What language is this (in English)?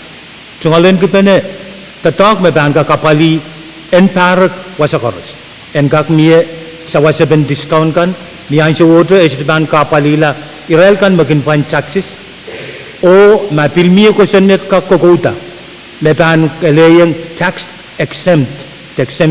Pohnpeian